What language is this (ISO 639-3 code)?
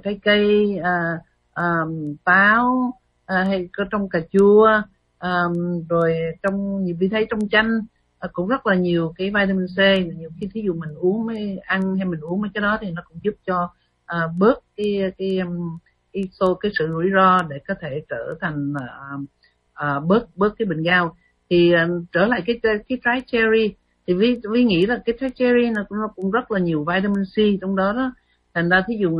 vie